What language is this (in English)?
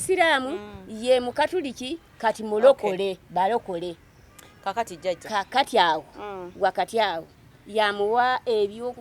Ganda